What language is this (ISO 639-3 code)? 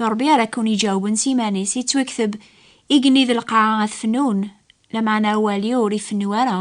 kab